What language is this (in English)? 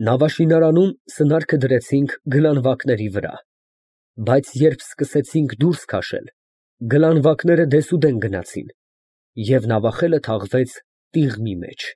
Armenian